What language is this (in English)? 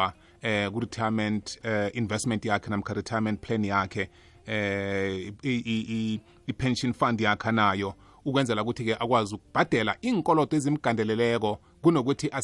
South Ndebele